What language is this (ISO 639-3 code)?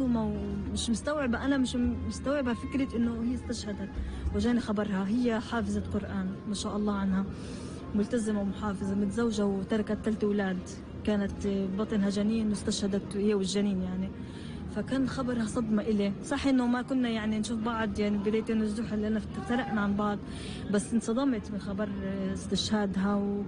apc